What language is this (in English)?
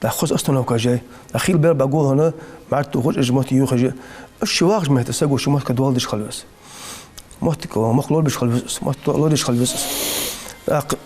Ingush